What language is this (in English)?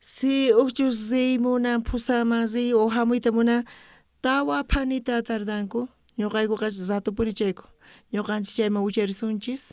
South Bolivian Quechua